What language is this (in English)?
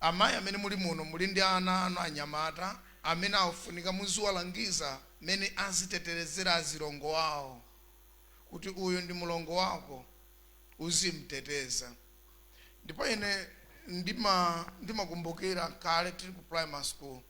Nyanja